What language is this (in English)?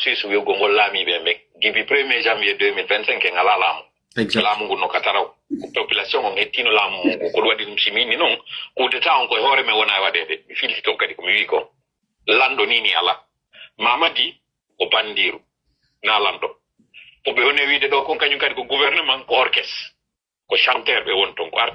Fula